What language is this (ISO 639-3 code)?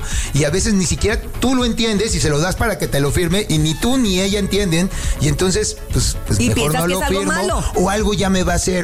spa